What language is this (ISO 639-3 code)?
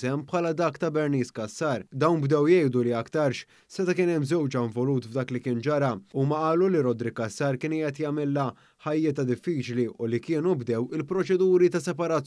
mlt